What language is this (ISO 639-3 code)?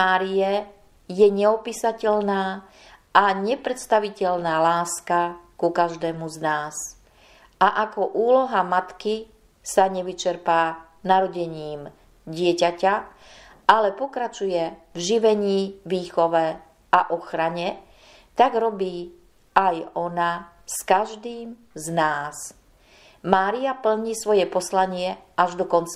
slk